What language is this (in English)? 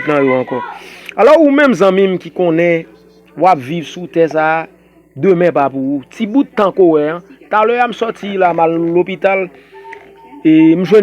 Haitian Creole